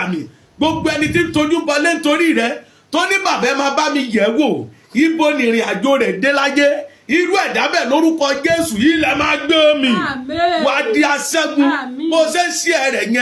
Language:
Yoruba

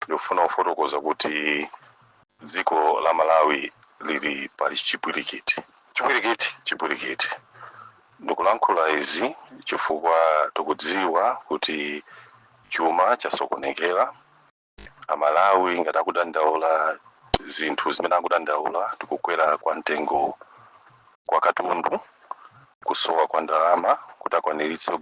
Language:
Nyanja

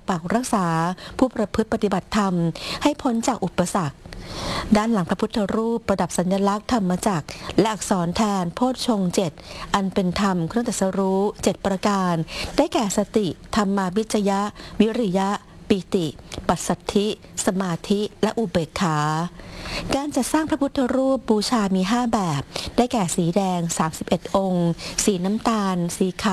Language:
Thai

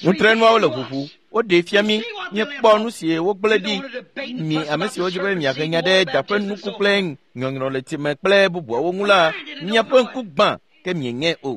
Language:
Ewe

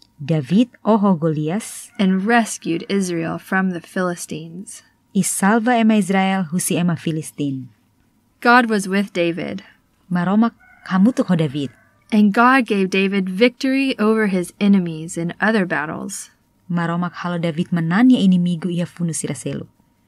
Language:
Tetum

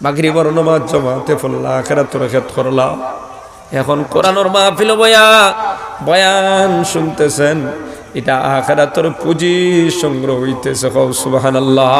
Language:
Sylheti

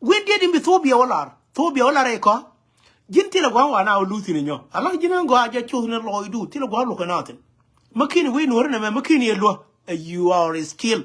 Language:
Nuer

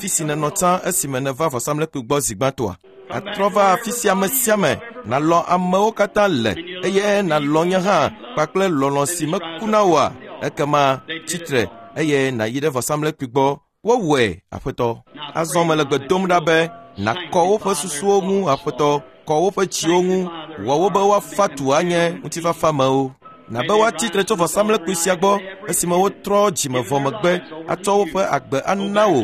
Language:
Ewe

